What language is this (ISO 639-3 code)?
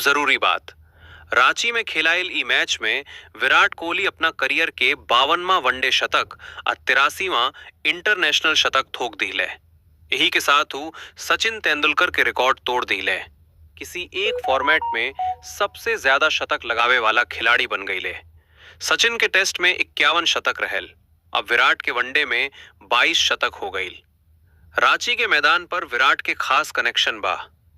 bho